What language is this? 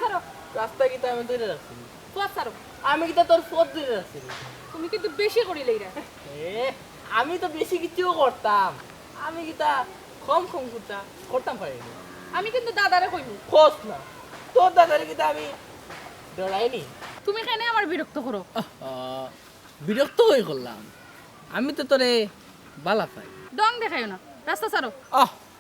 Sylheti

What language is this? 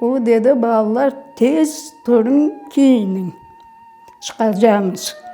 Crimean Tatar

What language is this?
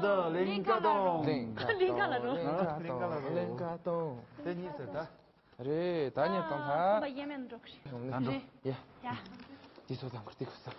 Tibetan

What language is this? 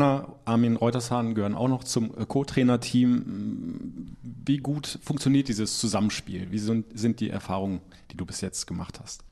German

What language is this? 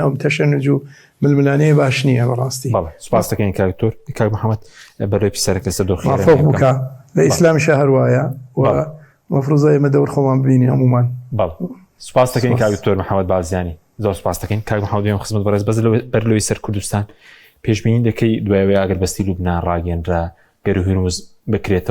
Central Kurdish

